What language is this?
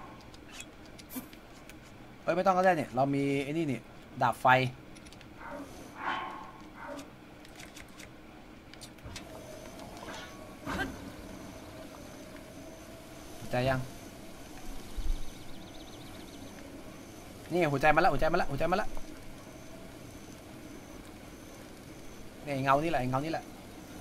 Thai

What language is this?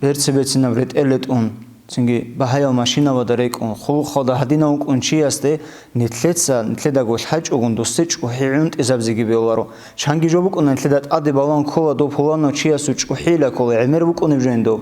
Avaric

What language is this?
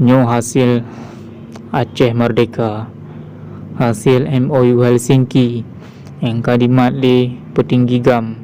Achinese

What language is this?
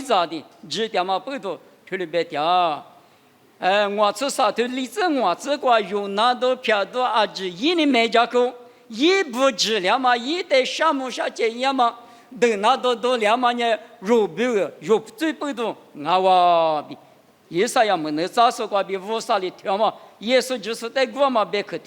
Lisu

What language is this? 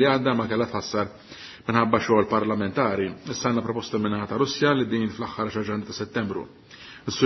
Maltese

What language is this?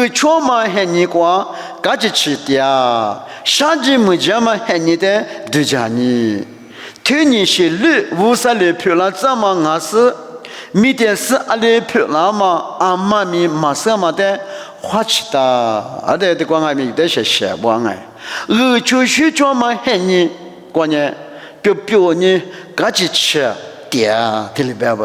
Lisu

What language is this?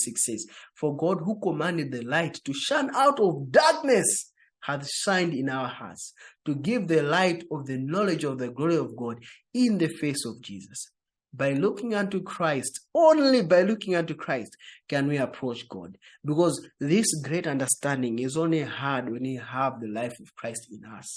English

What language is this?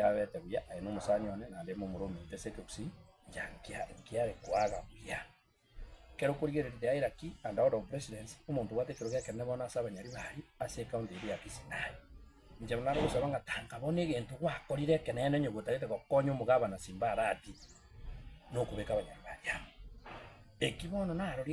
Gusii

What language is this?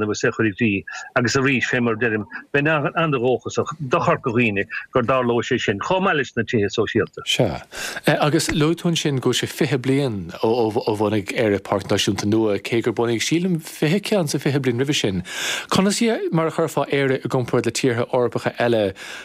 Irish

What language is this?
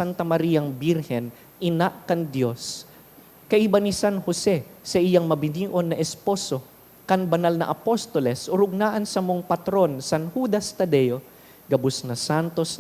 Bikol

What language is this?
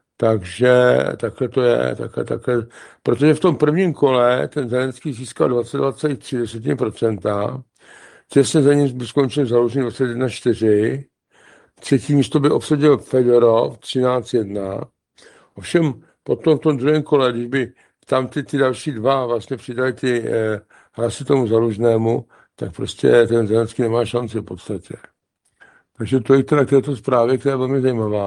Czech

